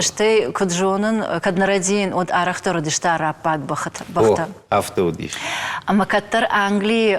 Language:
Ossetic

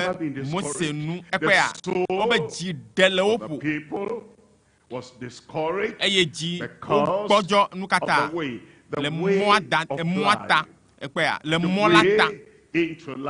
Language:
Ewe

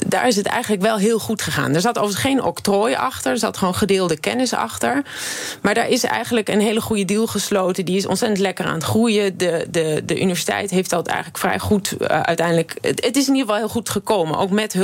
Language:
Dutch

